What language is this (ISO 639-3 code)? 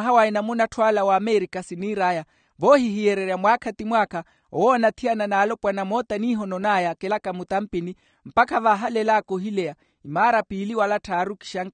vmw